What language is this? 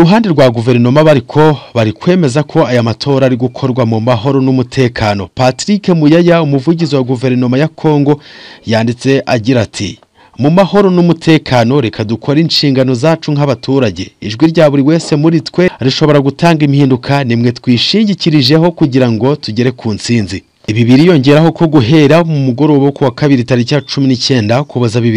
Kinyarwanda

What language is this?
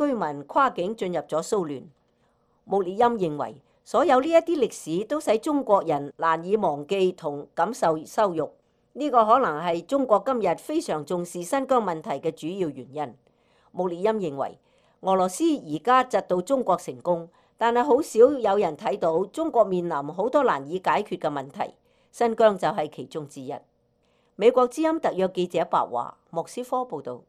Cantonese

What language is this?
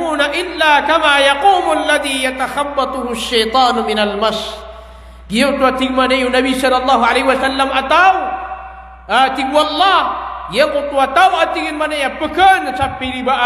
Maranao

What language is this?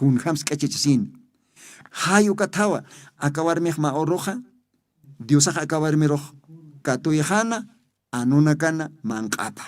Aymara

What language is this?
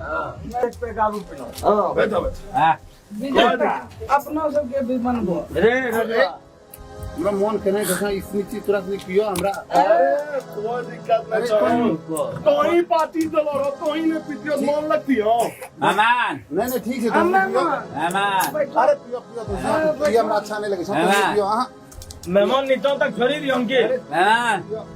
Angika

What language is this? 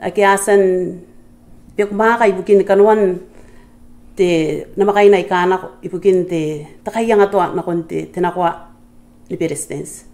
Gilbertese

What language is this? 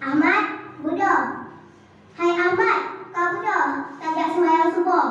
Achinese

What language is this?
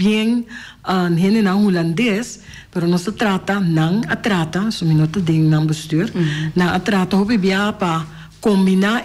Papiamento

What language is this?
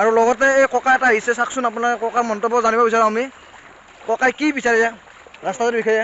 Assamese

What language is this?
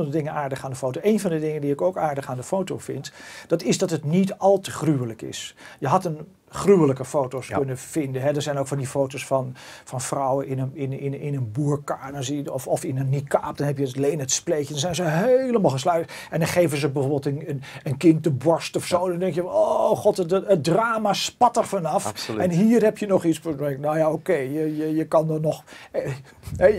Dutch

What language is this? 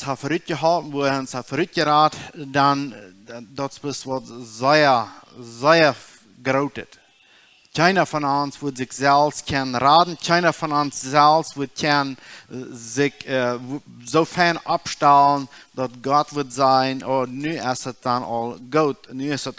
Plautdietsch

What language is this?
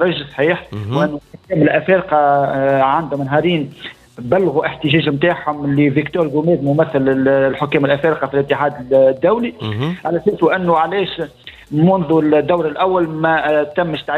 Tunisian Arabic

